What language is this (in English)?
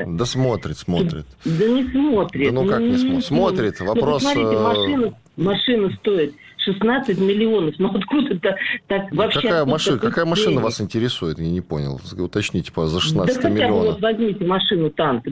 Russian